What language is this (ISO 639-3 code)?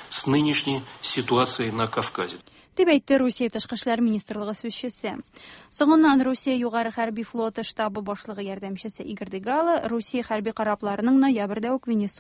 tat